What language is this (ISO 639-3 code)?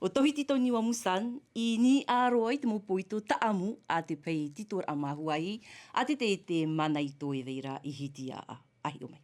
tah